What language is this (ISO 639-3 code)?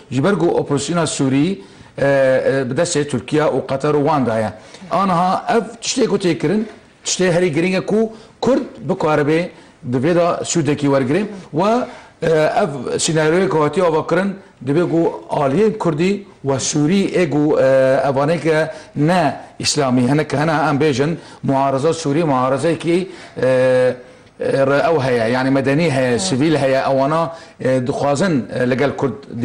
kur